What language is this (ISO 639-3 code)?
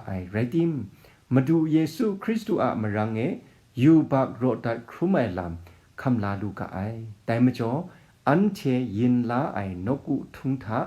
kac